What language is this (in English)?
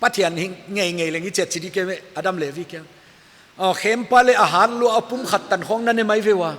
Paite Chin